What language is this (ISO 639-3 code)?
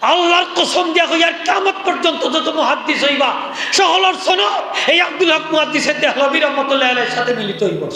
syl